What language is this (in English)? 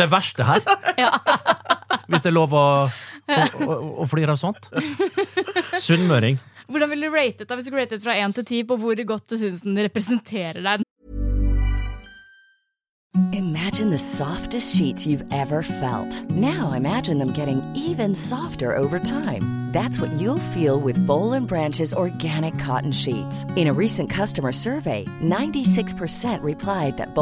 Norwegian